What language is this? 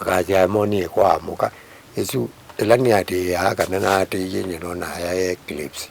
Kamba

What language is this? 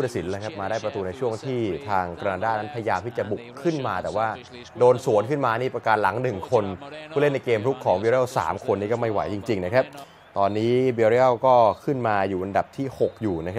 Thai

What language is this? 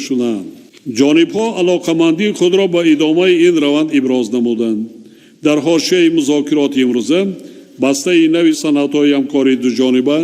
Tajik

